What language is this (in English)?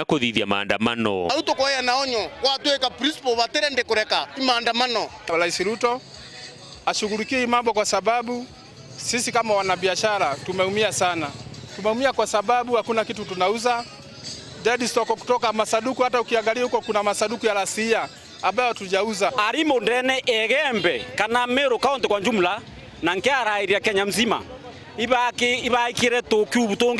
Meru